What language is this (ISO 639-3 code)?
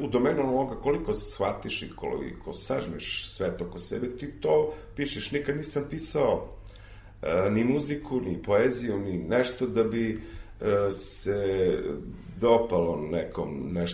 srp